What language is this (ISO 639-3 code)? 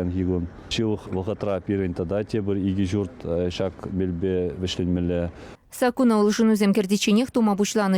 chv